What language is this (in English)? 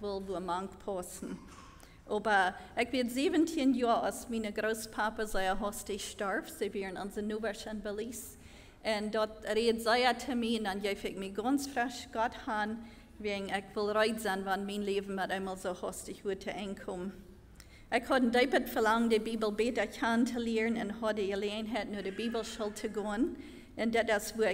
Plautdietsch